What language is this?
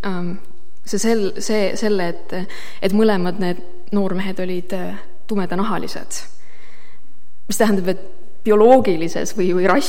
Estonian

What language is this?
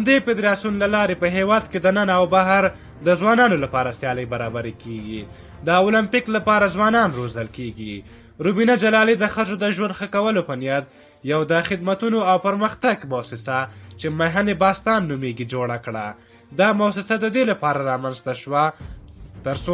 Pashto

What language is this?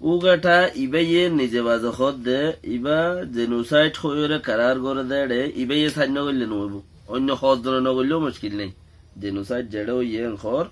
Rohingya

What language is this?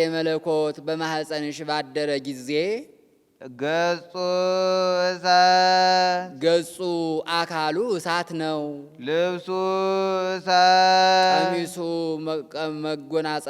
Amharic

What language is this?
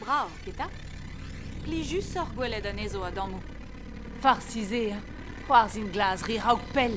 Breton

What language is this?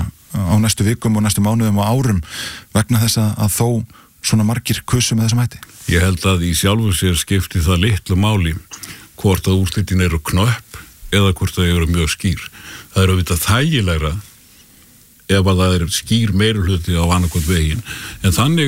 Icelandic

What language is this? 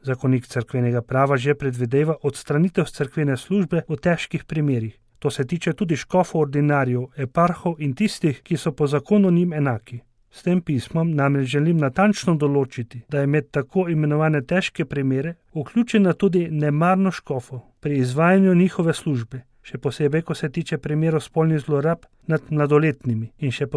Slovenian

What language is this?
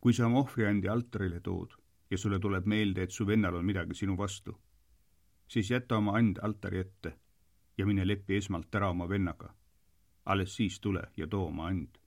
Estonian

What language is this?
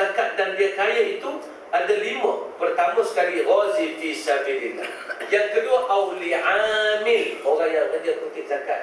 Malay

